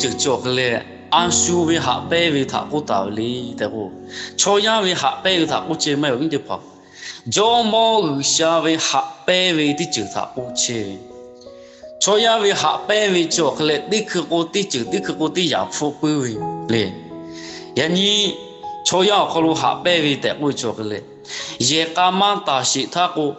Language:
Lahu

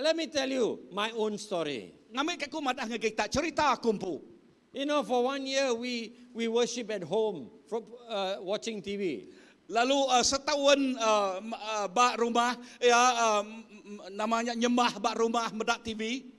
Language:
Iban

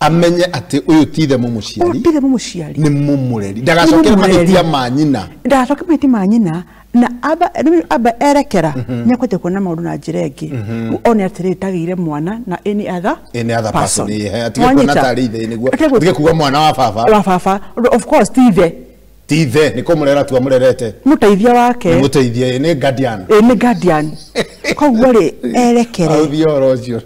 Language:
Kikuyu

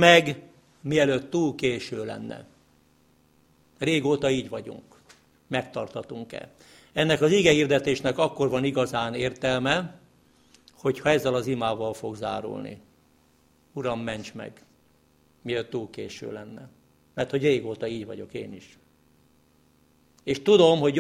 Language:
Hungarian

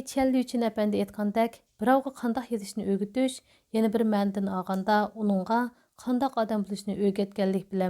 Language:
Uyghur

